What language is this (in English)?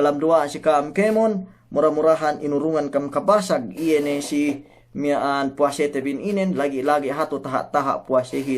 Yakan